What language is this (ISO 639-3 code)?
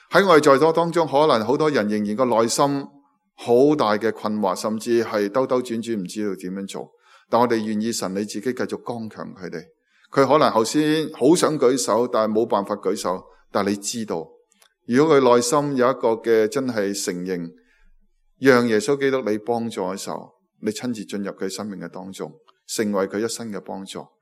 yue